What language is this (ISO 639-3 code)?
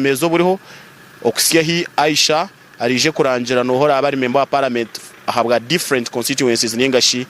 nyn